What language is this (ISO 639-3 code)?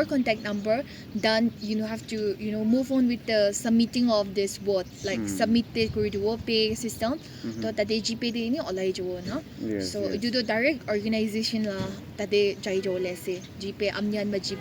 nag